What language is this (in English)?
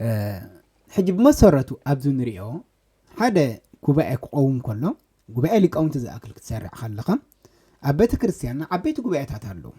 Tigrinya